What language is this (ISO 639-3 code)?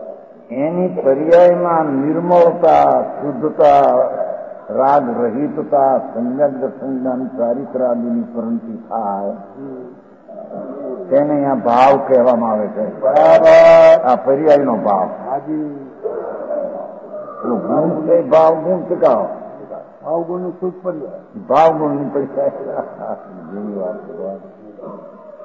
guj